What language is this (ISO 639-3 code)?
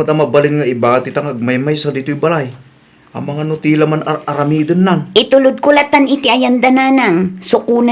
ilo